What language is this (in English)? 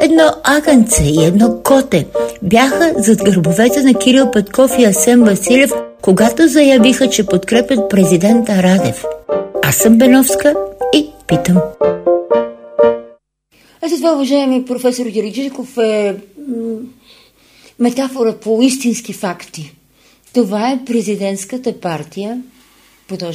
Bulgarian